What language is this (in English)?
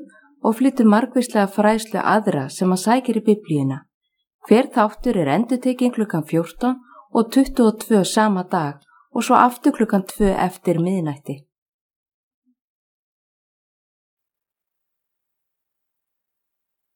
Icelandic